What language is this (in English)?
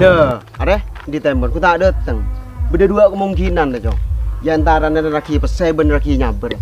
Madurese